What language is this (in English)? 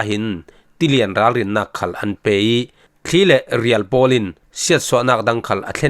Falam Chin